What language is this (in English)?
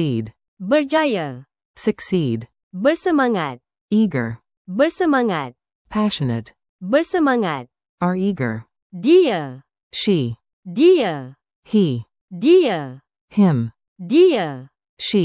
Malay